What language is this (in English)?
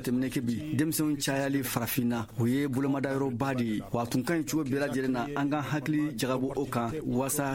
Bambara